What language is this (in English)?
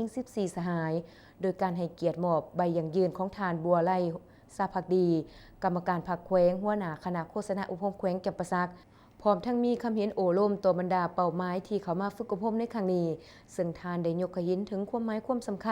Lao